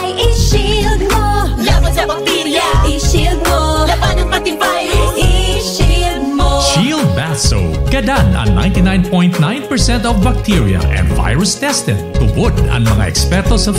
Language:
Bikol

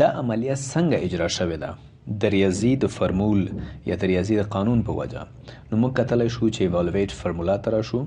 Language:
Pashto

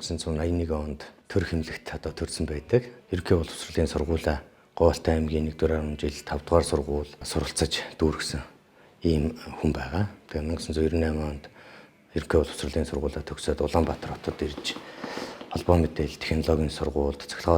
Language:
Mongolian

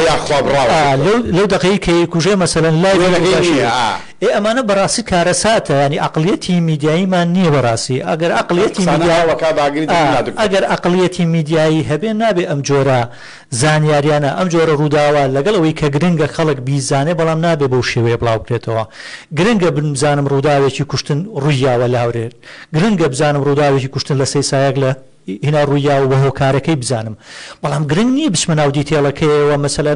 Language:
Central Kurdish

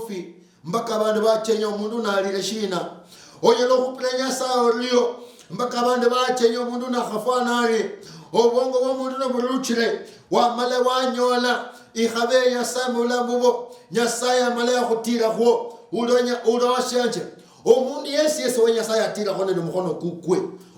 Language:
Luyia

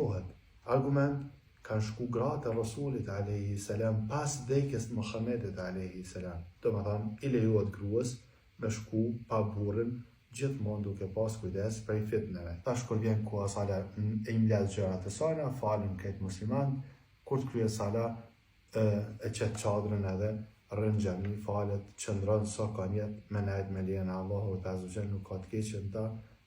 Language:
Albanian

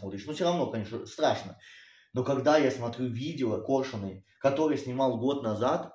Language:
Russian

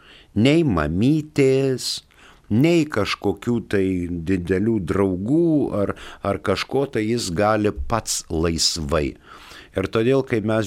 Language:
Lithuanian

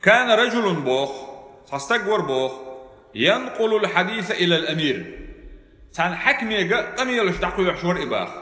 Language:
Chechen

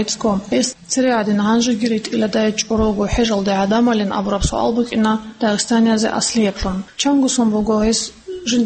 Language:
Avaric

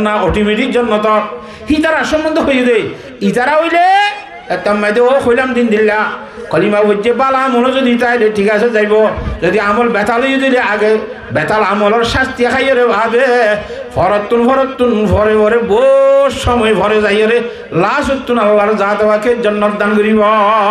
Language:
Rohingya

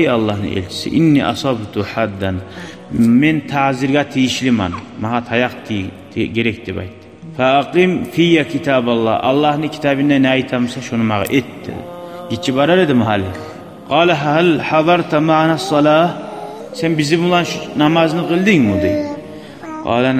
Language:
Kumyk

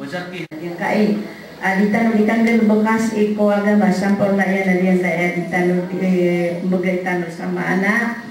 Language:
Maranao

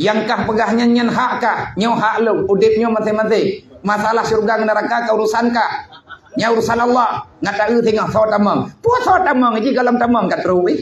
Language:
Achinese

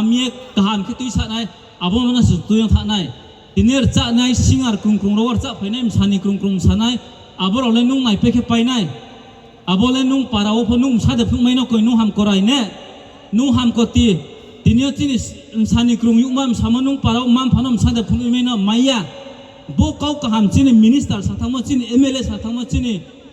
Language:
Riang (India)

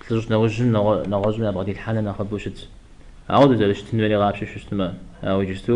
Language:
Kabardian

